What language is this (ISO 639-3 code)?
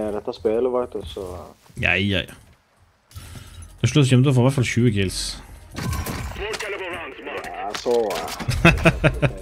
nor